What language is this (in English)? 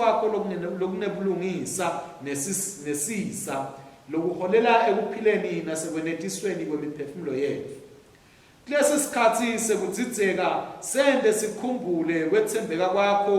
Swati